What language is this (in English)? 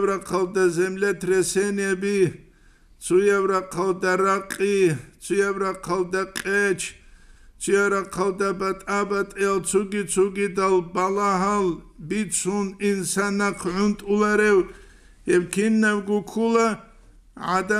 Avaric